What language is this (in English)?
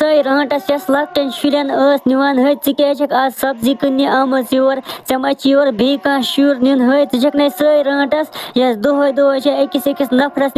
Kashmiri